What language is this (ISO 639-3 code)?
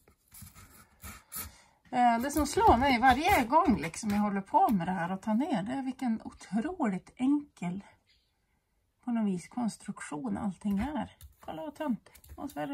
swe